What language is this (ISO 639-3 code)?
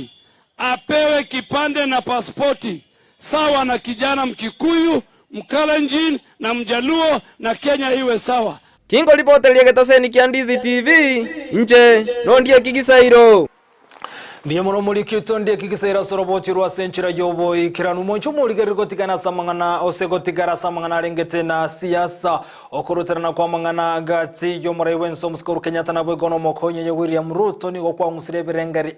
guz